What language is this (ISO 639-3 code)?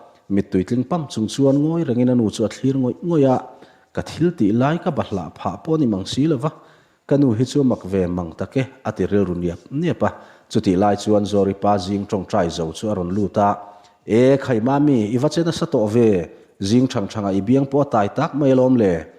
lus